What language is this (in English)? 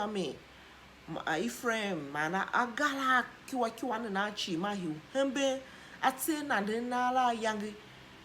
Tiv